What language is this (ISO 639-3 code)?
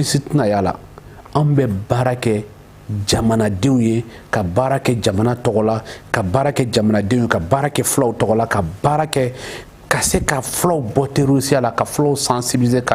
bam